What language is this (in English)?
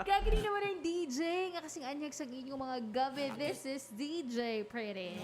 Hiligaynon